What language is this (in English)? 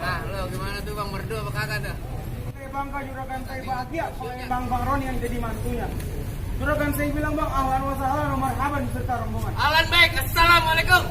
Betawi